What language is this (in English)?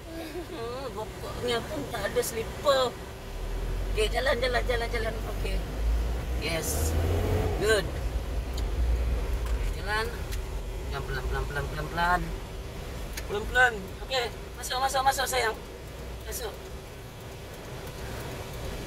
Malay